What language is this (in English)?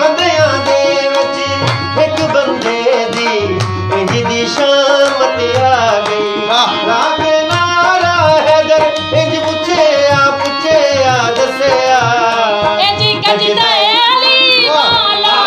Saraiki